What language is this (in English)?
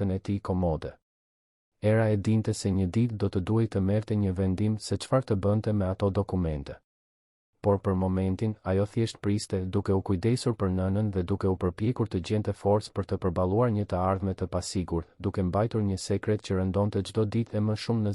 Albanian